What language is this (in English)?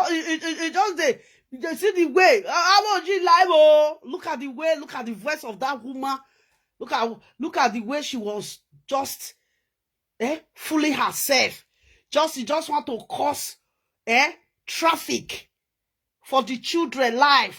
Nigerian Pidgin